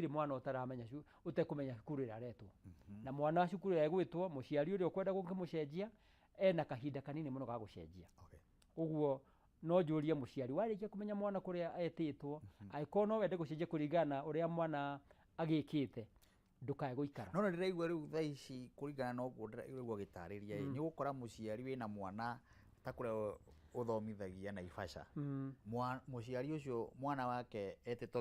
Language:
Kikuyu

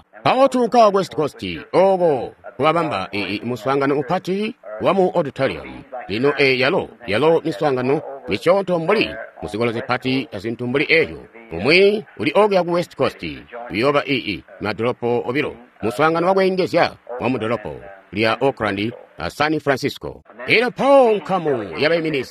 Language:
Tonga (Zambia)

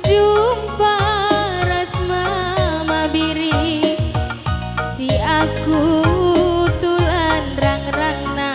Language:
Batak Karo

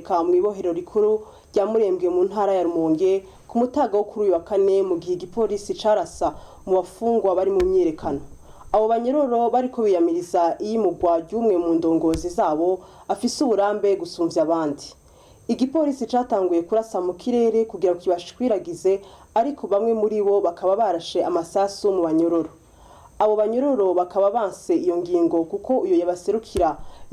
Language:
Rundi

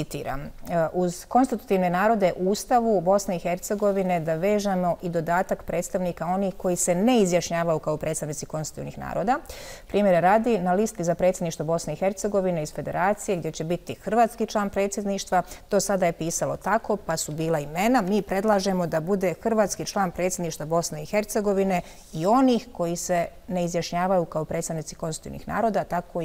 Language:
Bosnian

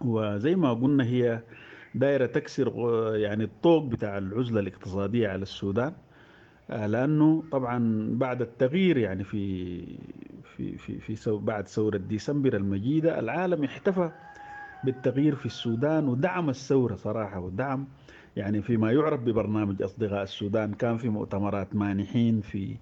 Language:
Sudanese Arabic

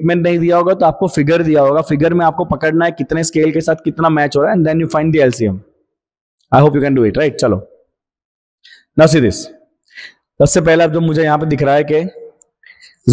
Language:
Hindi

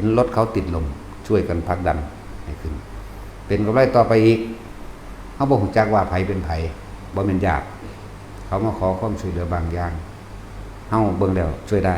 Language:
Northeastern Thai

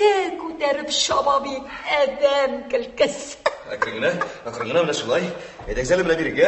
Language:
Tatar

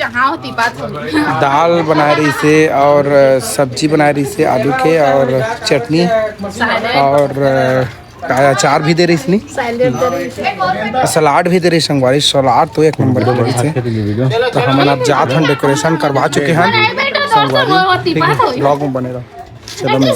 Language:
Chhattisgarhi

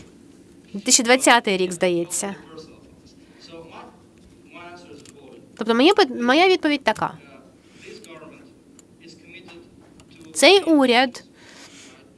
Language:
Ukrainian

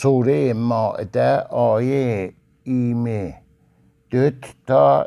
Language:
Azerbaijani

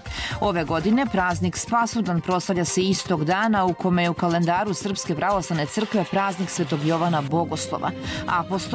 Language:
Serbian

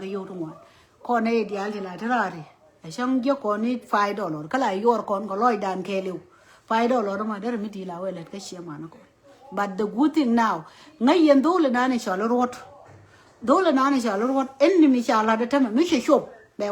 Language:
Nuer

